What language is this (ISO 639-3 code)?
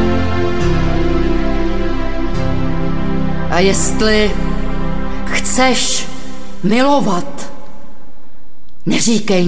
ces